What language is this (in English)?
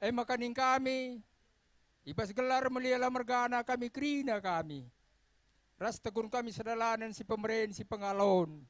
Batak Karo